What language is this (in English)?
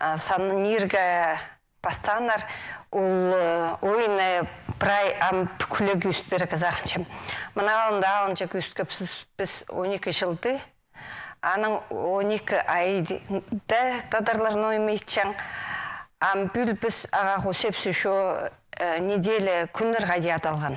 Khakas